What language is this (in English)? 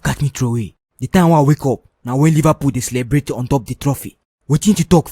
Nigerian Pidgin